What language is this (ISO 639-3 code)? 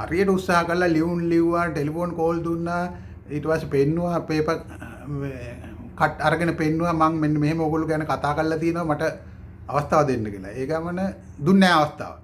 sin